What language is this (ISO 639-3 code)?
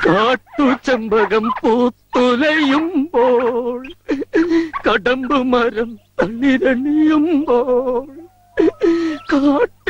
mal